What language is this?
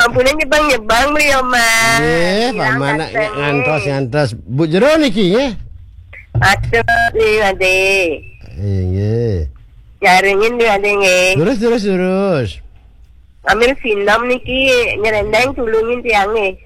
Balinese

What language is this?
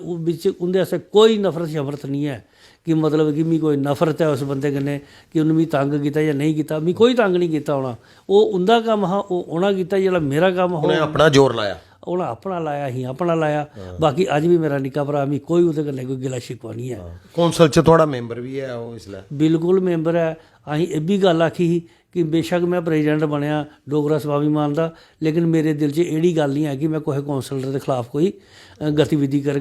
Dogri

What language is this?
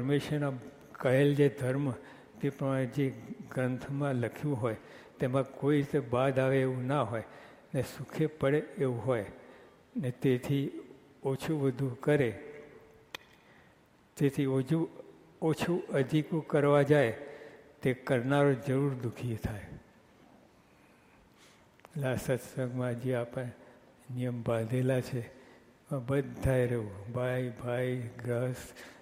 Gujarati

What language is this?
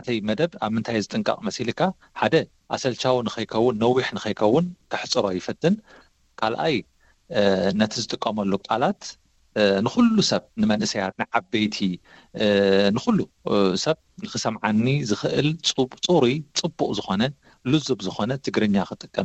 Tigrinya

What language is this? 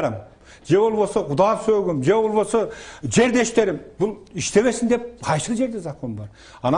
Kyrgyz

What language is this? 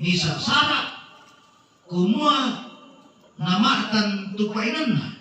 Toraja-Sa'dan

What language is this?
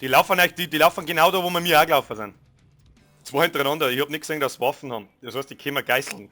Bavarian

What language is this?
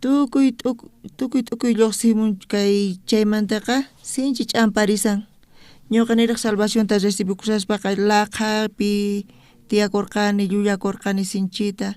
South Bolivian Quechua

